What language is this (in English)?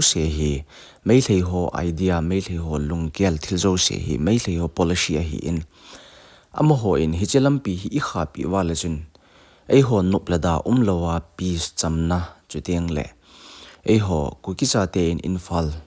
Thado Chin